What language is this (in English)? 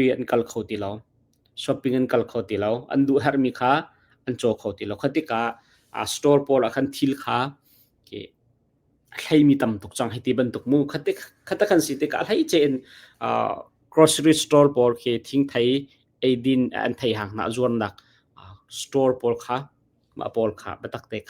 Hakha Chin